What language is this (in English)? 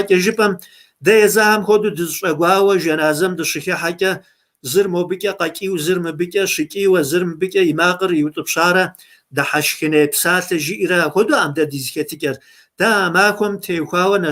Kabardian